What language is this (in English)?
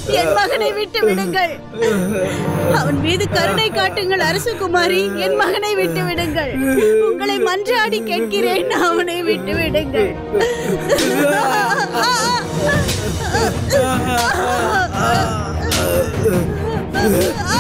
Tamil